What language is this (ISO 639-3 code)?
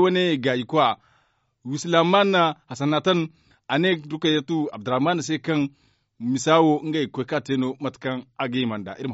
dje